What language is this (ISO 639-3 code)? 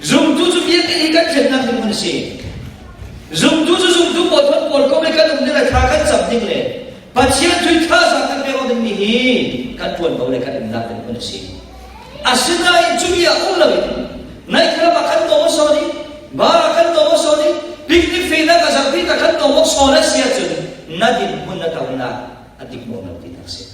cfm